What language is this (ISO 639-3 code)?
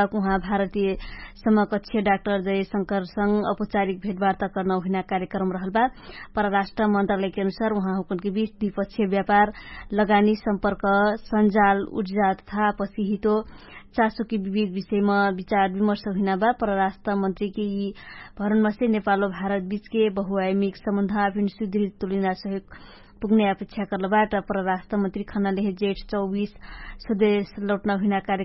thl